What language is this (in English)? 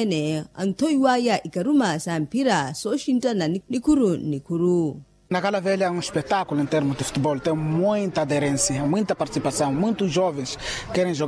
Makhuwa